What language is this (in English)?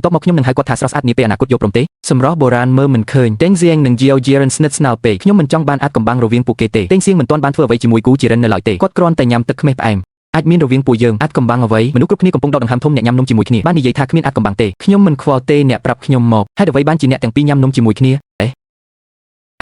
Khmer